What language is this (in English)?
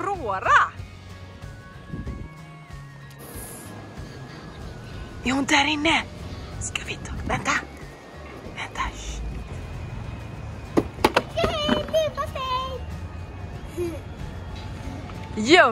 Swedish